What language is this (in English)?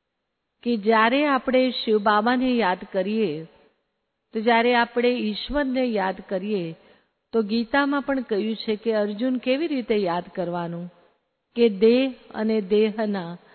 Gujarati